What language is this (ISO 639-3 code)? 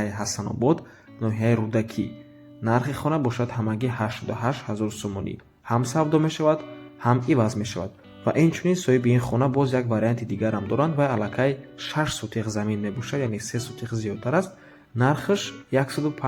tgk